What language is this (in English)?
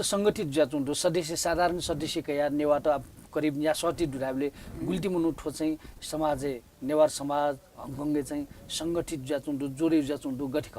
Newari